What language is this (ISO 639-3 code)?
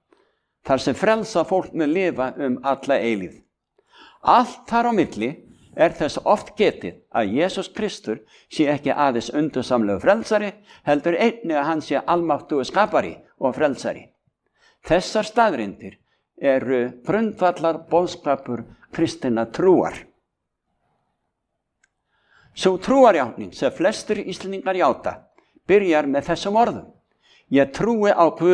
isl